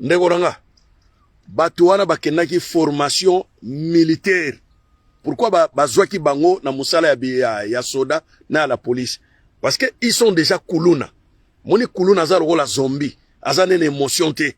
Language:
Lingala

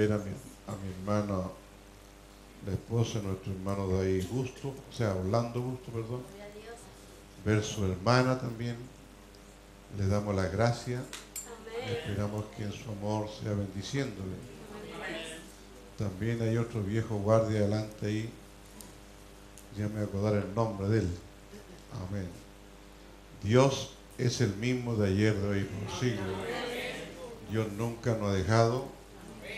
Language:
Spanish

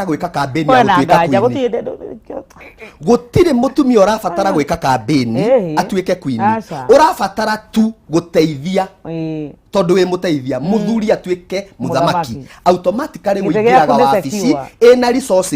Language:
Kikuyu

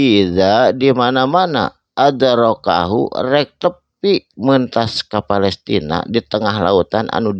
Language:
Sundanese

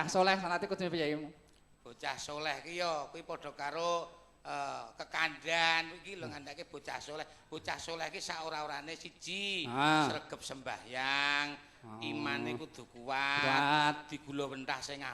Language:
Javanese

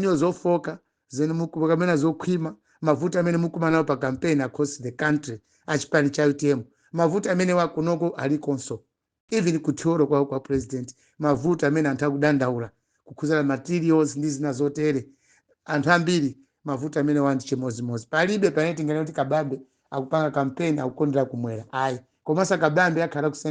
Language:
Nyanja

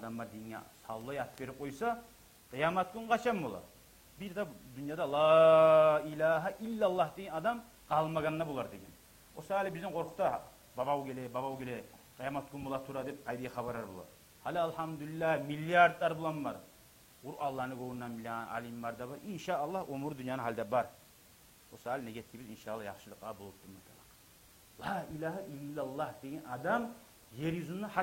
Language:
Kumyk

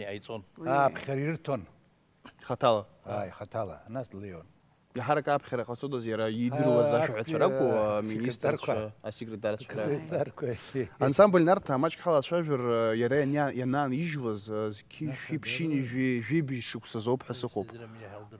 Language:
Abkhazian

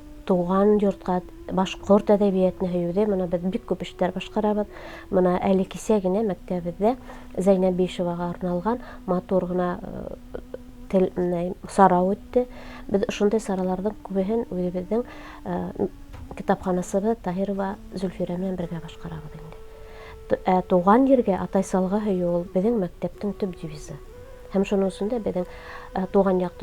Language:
Bashkir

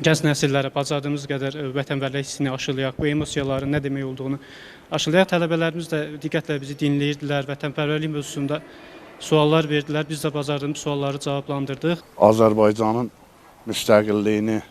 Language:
Azerbaijani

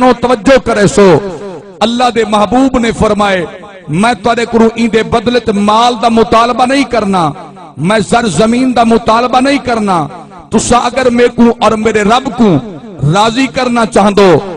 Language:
Saraiki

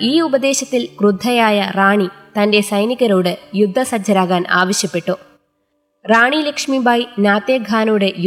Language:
Malayalam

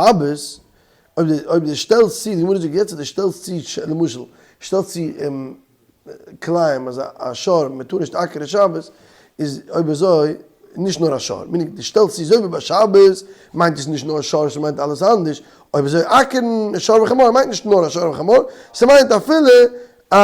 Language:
Yiddish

